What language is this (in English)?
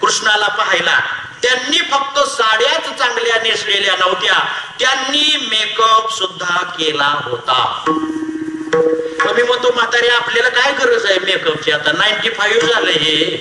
Marathi